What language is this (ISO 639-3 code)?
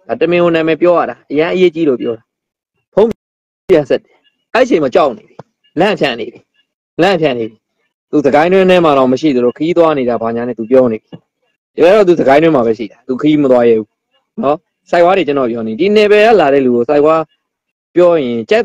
mya